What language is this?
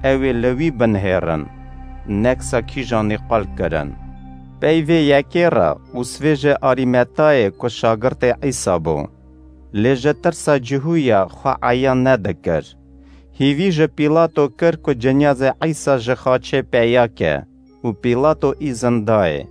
Kurdish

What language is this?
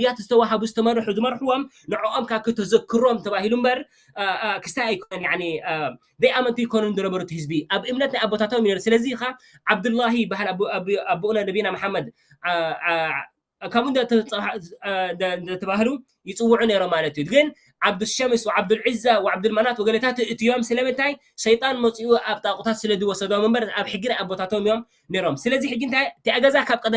Tigrinya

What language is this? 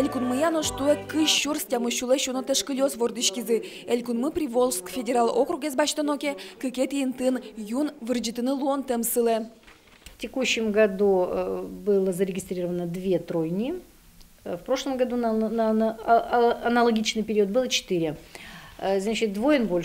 Udmurt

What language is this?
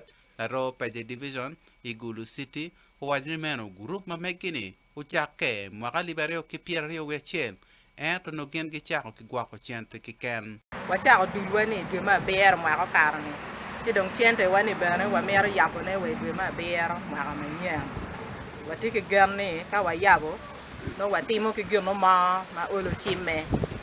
Acoli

